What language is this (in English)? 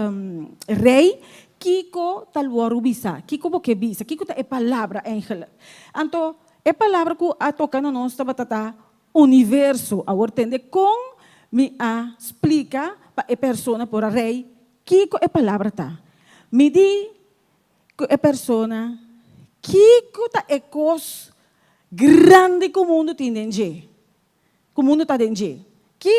Papiamento